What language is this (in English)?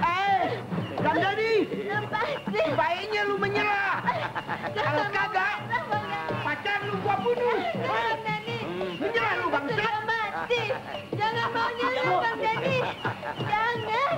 Betawi